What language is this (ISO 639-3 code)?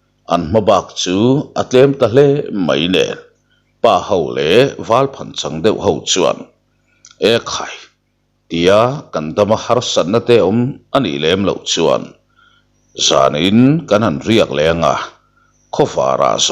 lus